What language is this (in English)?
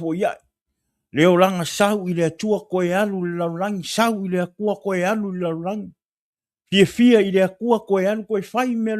Samoan